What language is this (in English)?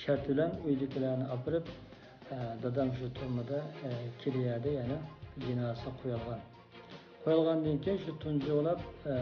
Uyghur